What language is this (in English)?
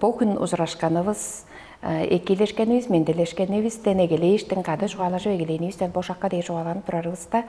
Tuvinian